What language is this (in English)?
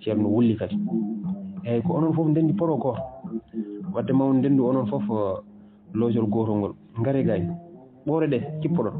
Fula